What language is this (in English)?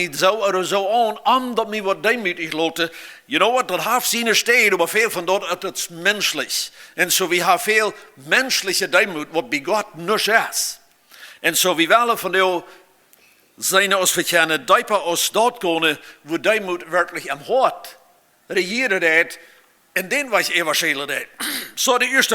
Plautdietsch